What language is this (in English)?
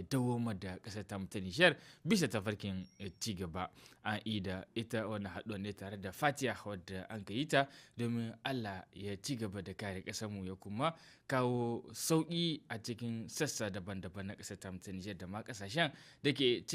Hausa